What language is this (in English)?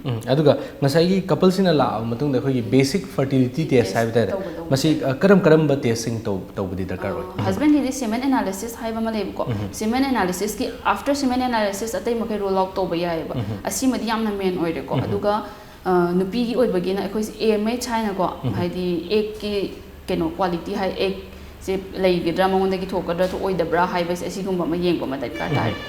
Manipuri